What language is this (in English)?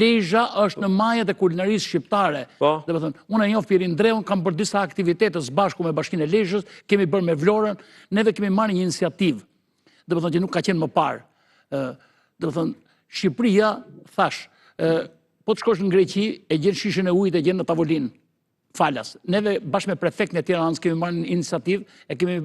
Albanian